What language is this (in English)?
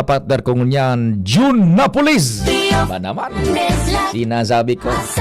Bikol